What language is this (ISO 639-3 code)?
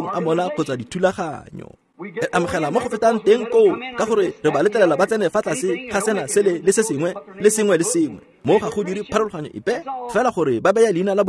tsn